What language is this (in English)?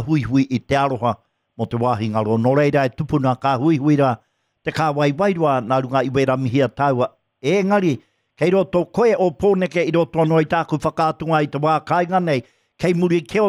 Māori